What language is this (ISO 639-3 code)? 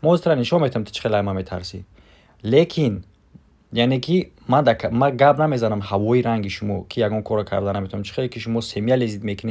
tgk